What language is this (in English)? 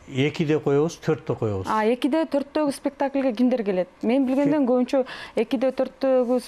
Kyrgyz